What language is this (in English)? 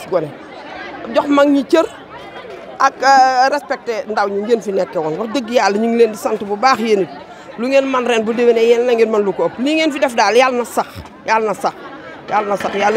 Wolof